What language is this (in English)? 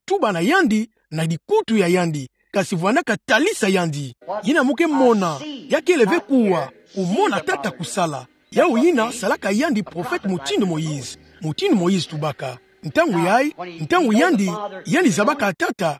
Kituba (Democratic Republic of Congo)